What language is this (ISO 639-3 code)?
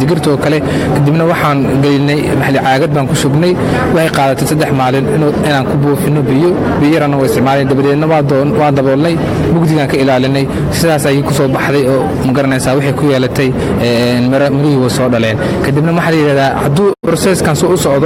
som